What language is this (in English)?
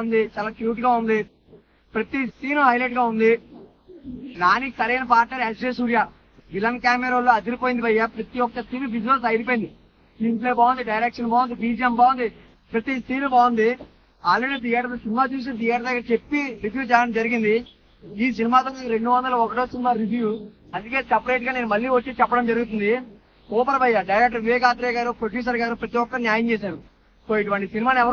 Telugu